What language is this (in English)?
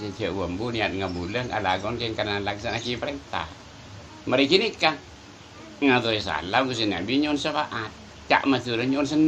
Madurese